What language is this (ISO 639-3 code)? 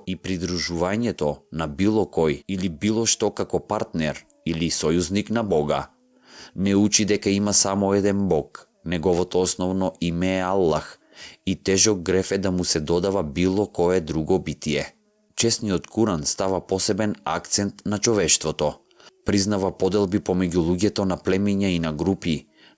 mkd